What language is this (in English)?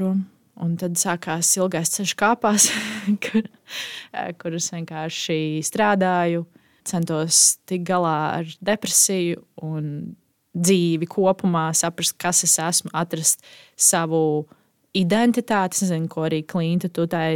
Latvian